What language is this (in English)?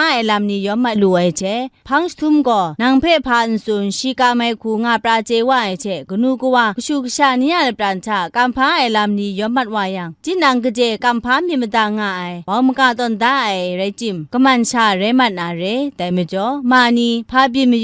Kachin